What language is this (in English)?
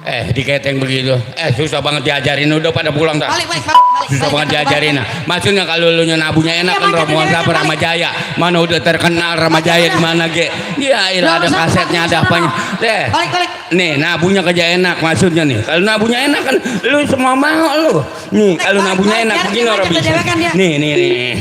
Betawi